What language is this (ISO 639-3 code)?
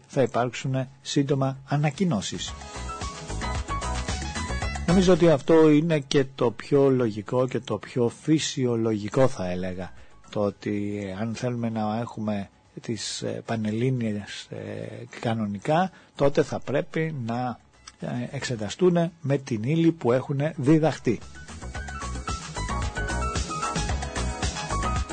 ell